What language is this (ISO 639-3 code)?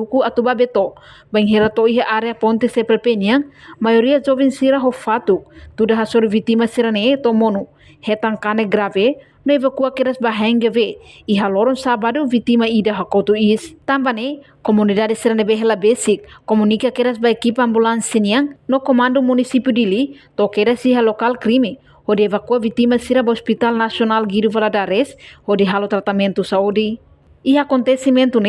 tet